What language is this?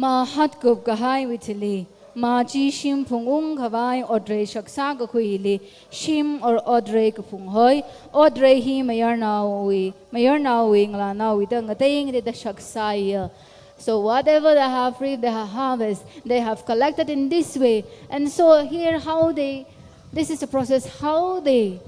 Tangkhul Naga (India)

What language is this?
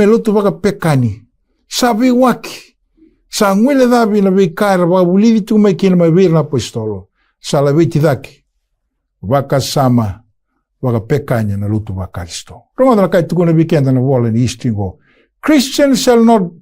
Fijian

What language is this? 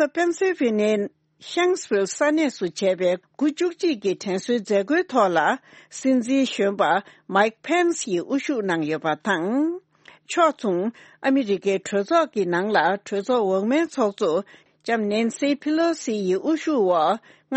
Tibetan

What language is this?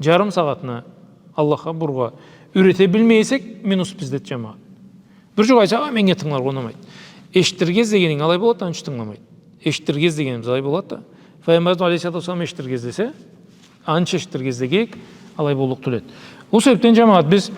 Karachay-Balkar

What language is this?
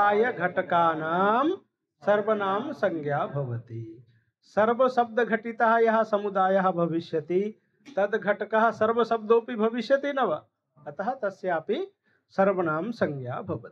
Sanskrit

